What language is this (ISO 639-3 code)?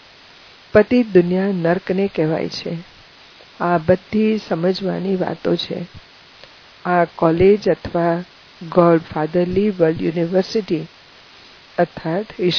guj